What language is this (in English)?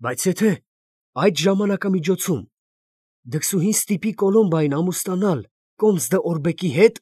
Armenian